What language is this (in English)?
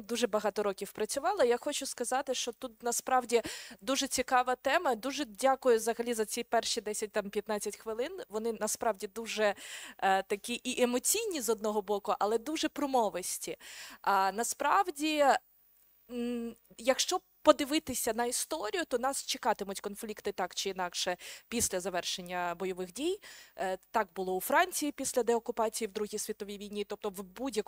Ukrainian